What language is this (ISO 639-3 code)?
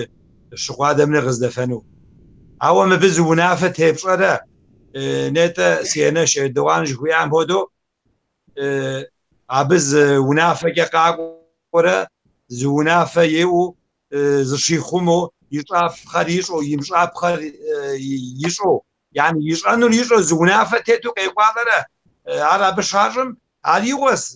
kbd